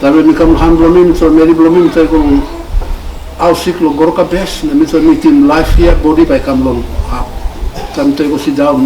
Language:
Tok Pisin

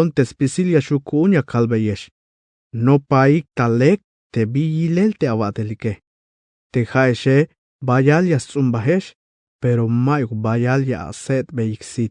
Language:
Tzeltal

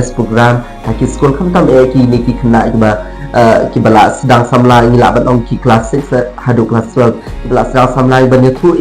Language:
Khasi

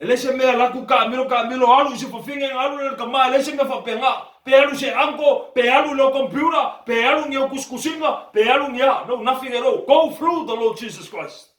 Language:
Samoan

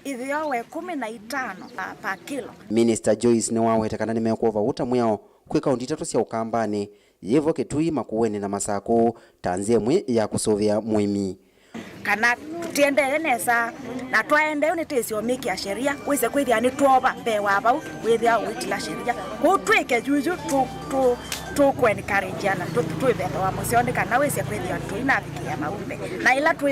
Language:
Kamba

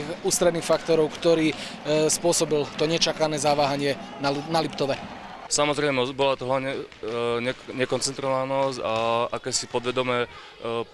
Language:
Slovak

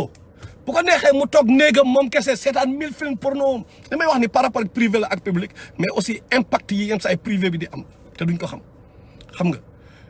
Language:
Wolof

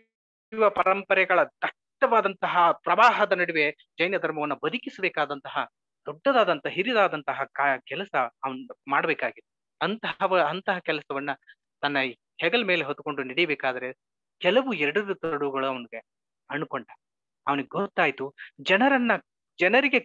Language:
Kannada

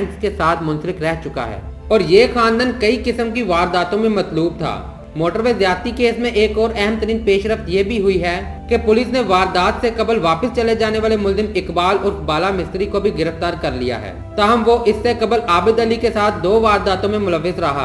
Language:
Urdu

